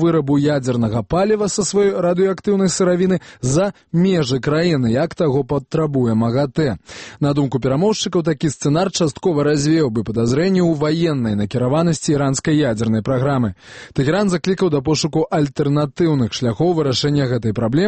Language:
Belarusian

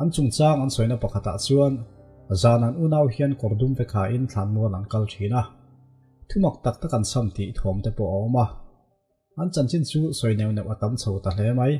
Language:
Mizo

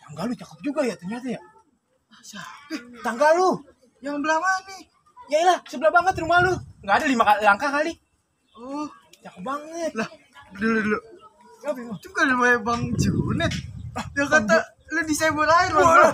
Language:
Betawi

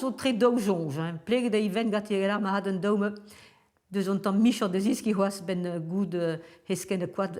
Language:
Breton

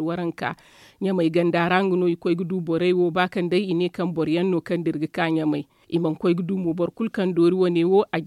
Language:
Zarma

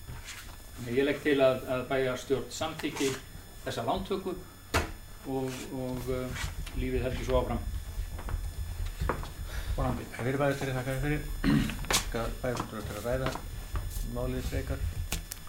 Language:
Icelandic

